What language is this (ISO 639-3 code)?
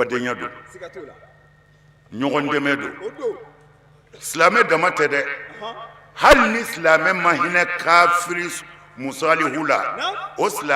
bam